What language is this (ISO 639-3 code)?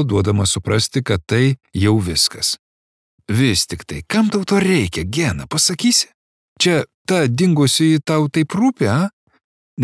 lit